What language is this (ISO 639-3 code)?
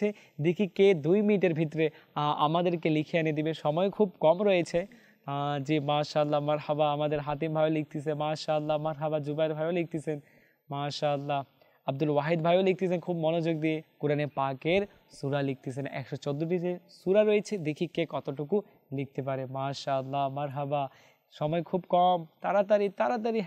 ben